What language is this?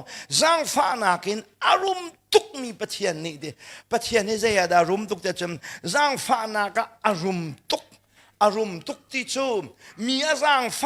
Hakha Chin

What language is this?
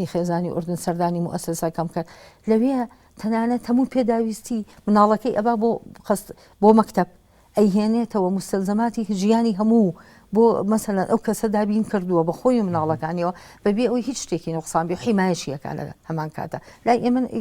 Central Kurdish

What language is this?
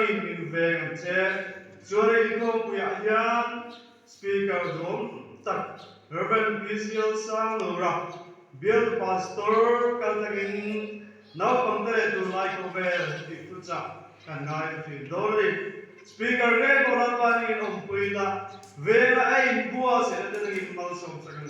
Mizo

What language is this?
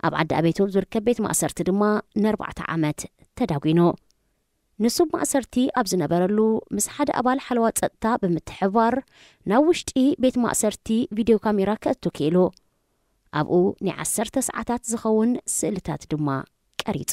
Tigrinya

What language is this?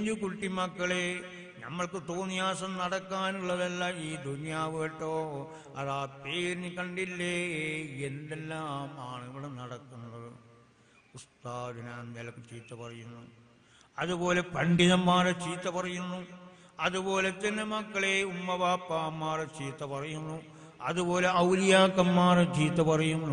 Malayalam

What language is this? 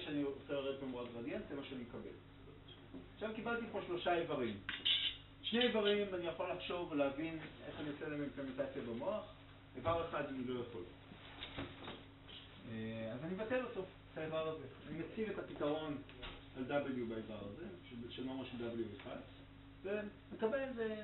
Hebrew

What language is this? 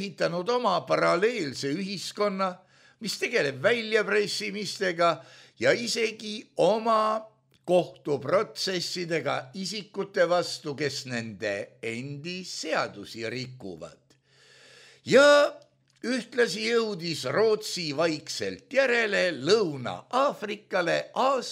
Estonian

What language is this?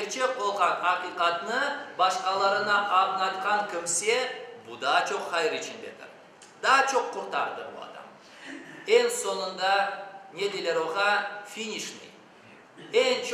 Crimean Tatar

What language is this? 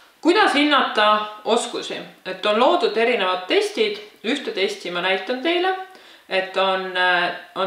Estonian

